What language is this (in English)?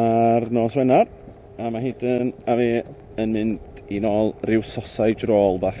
Welsh